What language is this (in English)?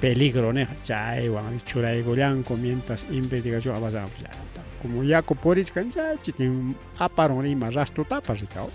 Ayacucho Quechua